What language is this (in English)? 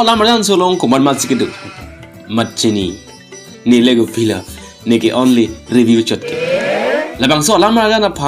Karbi